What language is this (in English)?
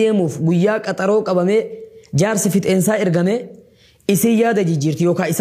Oromo